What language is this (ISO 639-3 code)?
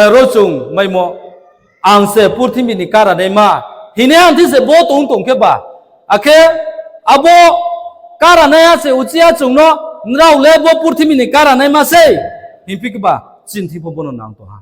ria